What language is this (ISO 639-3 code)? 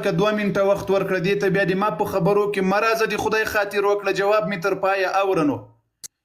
pus